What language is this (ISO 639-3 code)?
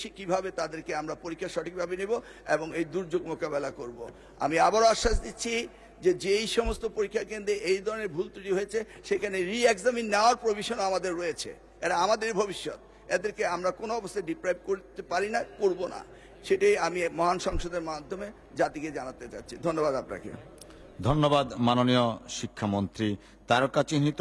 ben